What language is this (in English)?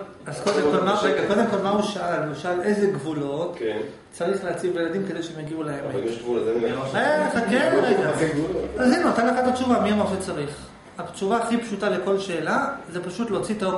Hebrew